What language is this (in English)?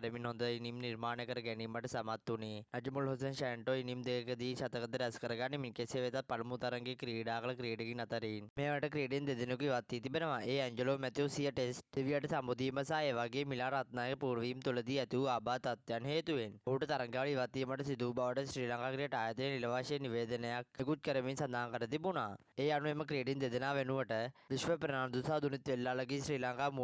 Sinhala